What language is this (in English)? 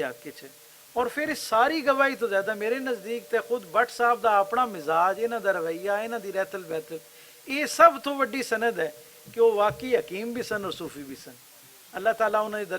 Western Panjabi